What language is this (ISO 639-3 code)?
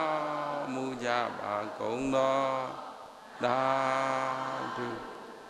mya